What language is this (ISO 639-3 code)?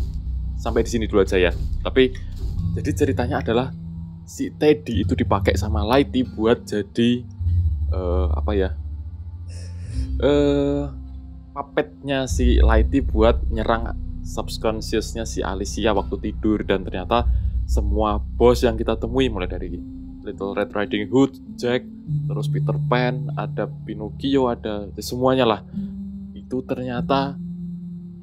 ind